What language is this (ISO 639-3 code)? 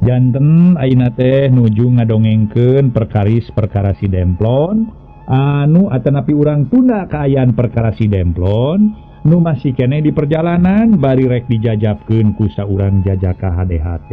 sun